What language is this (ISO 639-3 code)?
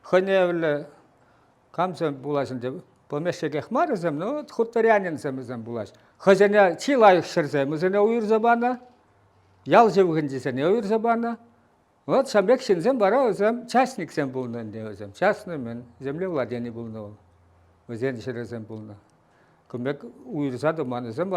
chv